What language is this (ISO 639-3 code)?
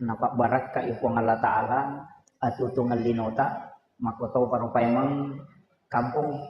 bug